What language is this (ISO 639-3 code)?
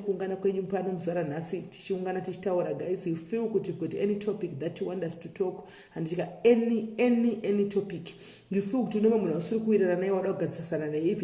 sna